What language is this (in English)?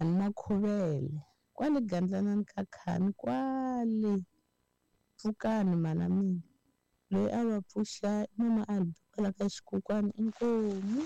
Tsonga